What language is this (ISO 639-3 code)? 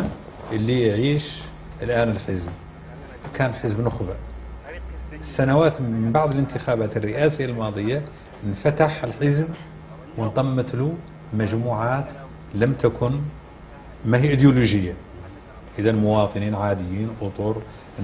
ara